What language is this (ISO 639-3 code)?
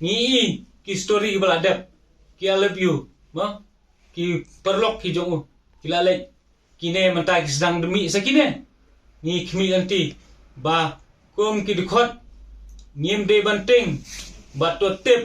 kha